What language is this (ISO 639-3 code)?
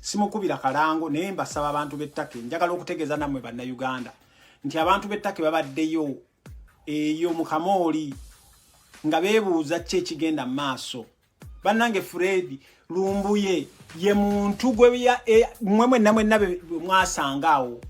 lug